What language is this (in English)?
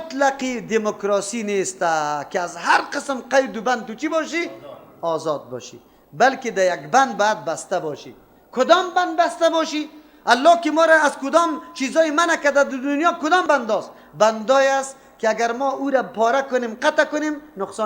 Persian